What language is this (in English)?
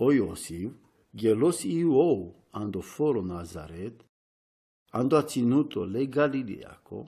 Romany